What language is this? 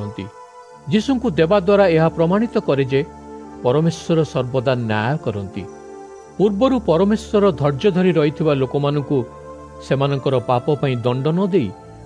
Odia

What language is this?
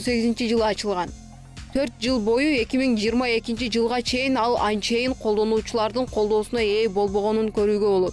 Kyrgyz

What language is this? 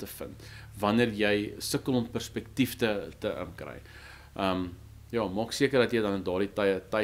Afrikaans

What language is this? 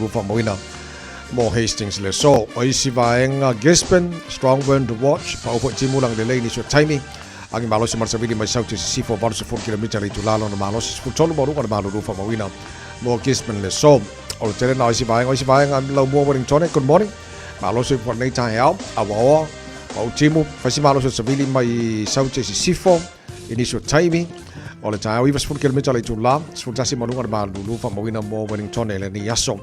Samoan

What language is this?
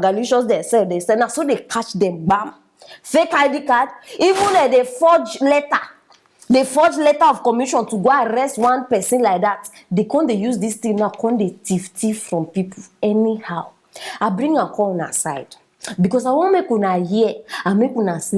Nigerian Pidgin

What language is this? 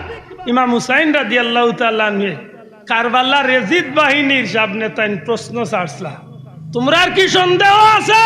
Sylheti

